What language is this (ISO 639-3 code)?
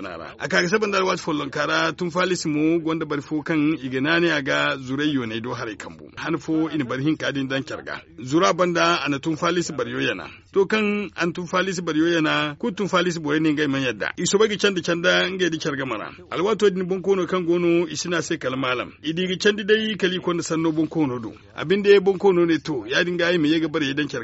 dje